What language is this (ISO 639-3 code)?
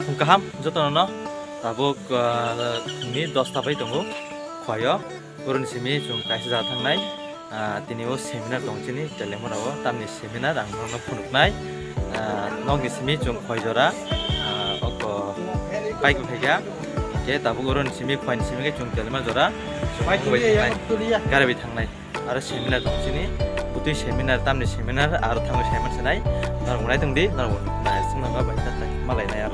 trp